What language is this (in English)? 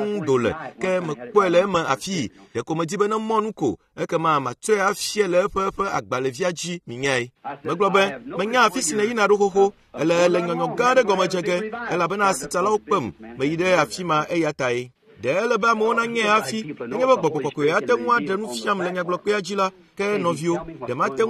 Ewe